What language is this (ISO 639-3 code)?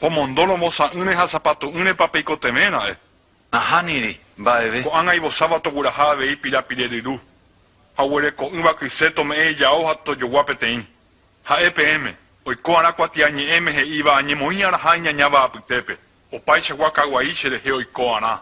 grn